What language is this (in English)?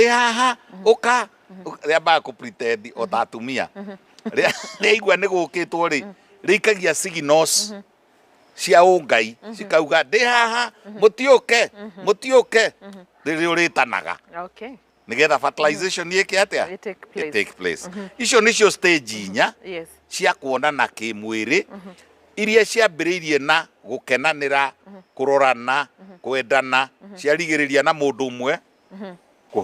Kikuyu